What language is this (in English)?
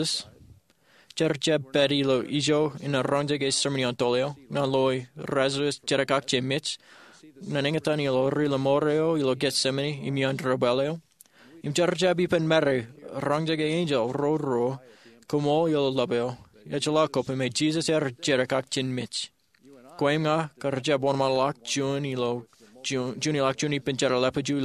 Marshallese